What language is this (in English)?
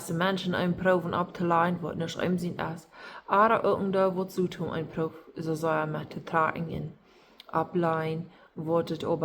Plautdietsch